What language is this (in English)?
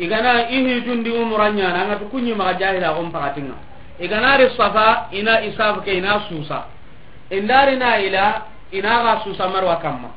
Soninke